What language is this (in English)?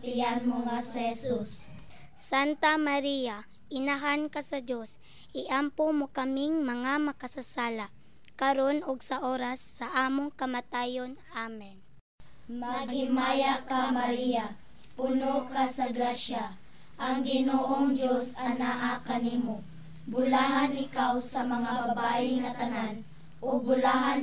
Cebuano